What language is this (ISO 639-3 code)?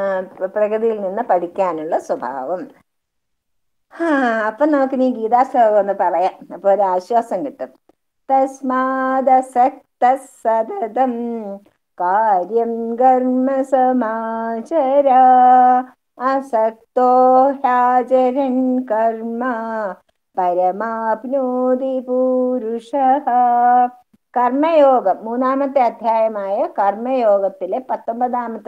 mal